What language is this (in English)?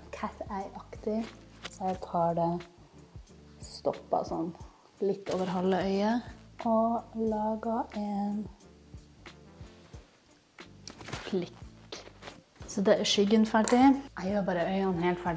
Norwegian